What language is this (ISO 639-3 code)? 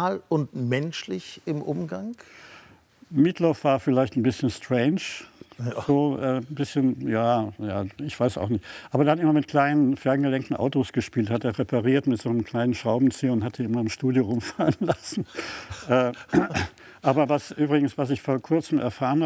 deu